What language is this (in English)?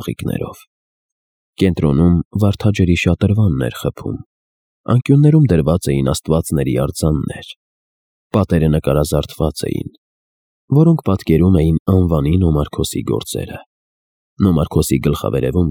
Armenian